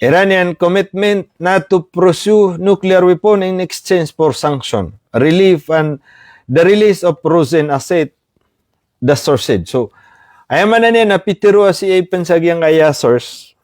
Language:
Maranao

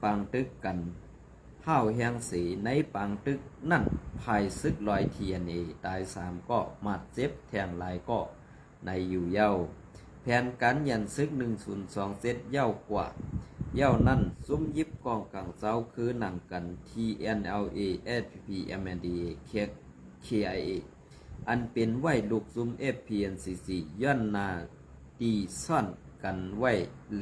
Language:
Shan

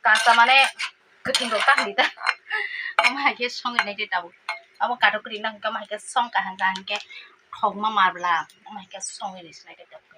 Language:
Kok Borok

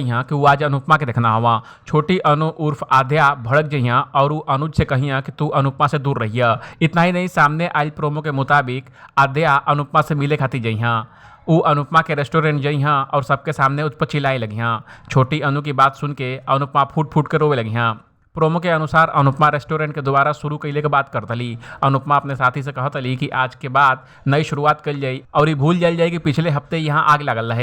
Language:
Bhojpuri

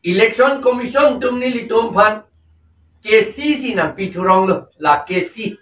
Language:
Karbi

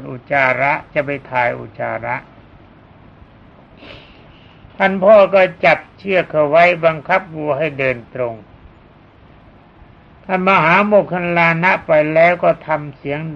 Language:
Thai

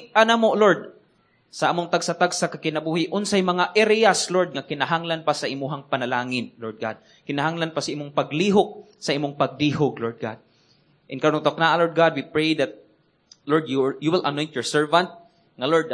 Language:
Cebuano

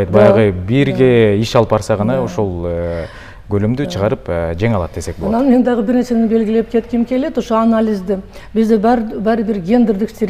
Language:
Kyrgyz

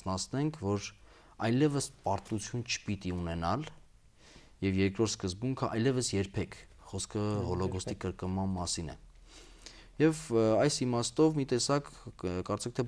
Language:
Armenian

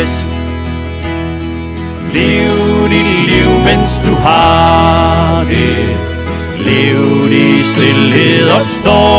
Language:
Danish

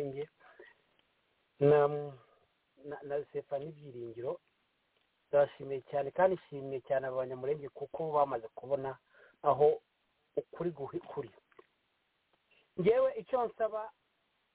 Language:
Kinyarwanda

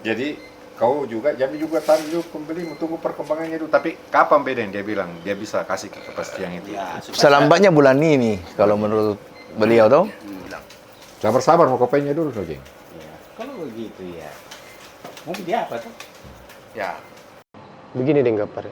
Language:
Makassar Malay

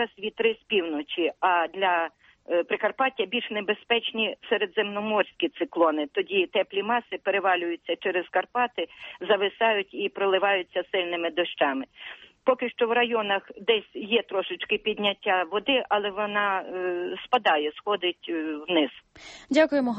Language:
Ukrainian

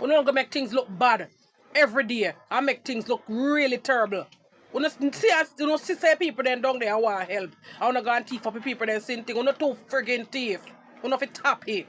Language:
Jamaican Creole English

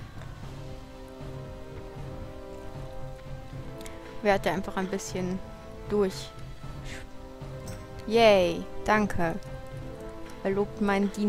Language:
German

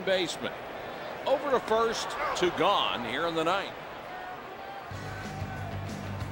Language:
English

